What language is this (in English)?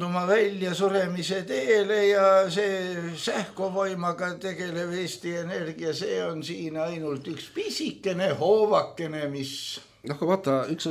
Estonian